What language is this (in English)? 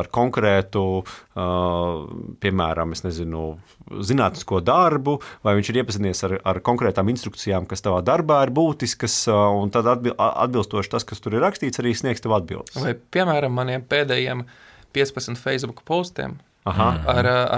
Latvian